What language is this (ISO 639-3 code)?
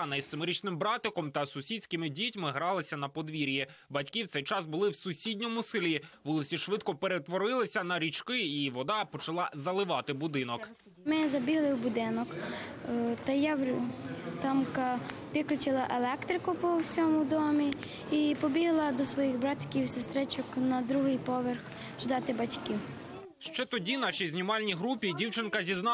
ukr